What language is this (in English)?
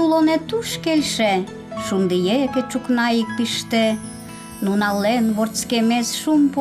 Udmurt